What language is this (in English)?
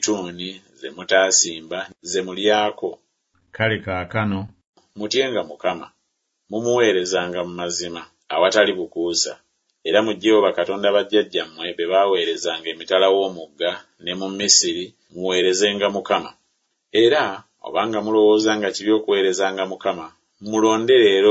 Ganda